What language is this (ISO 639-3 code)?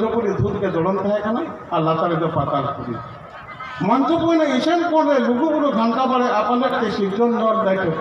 sat